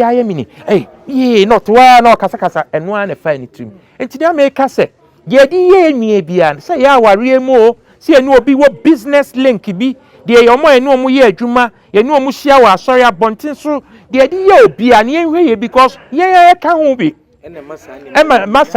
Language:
Akan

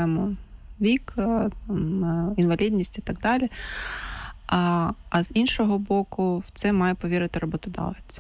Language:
Ukrainian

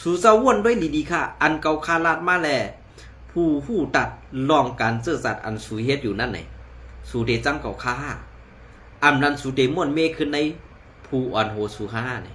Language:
Shan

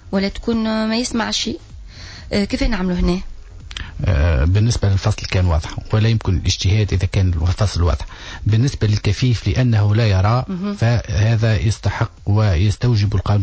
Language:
Tunisian Arabic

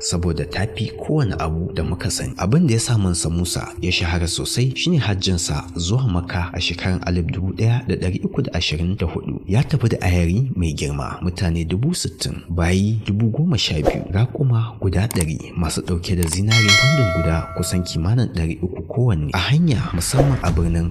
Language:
Hausa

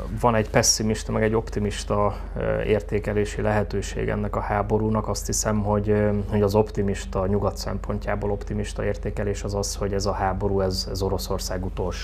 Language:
Hungarian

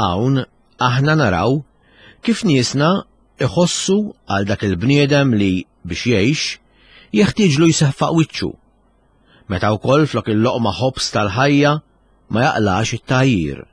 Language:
Maltese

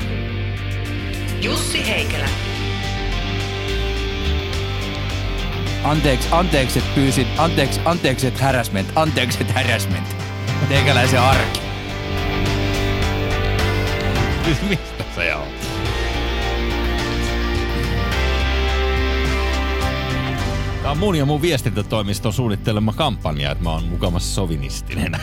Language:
Finnish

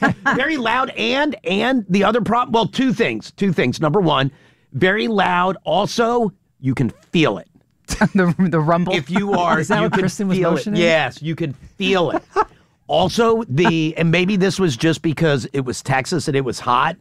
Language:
English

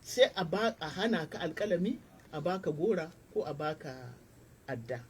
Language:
Hausa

